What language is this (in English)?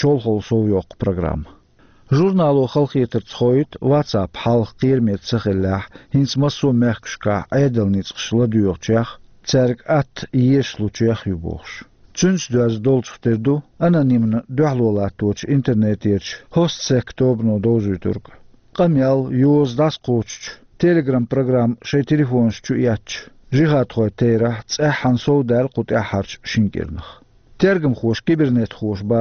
Chechen